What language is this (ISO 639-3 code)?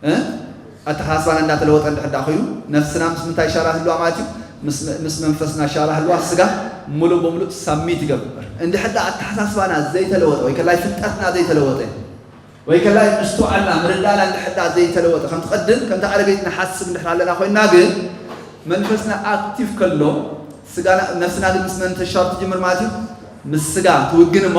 tir